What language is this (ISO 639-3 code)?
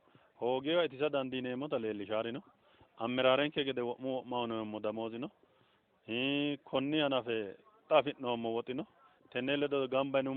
sid